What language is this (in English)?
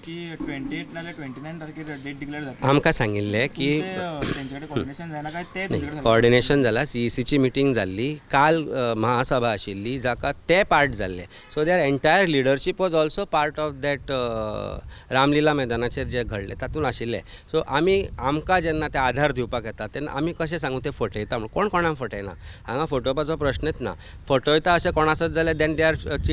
Konkani